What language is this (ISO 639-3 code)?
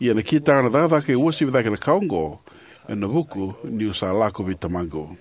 fij